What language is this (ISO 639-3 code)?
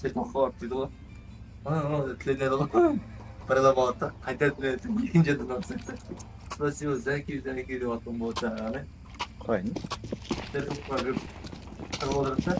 kaa